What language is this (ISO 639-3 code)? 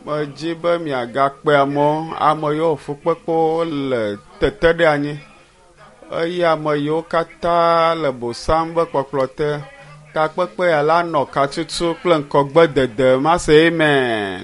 ewe